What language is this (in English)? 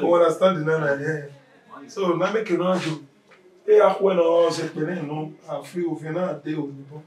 Bini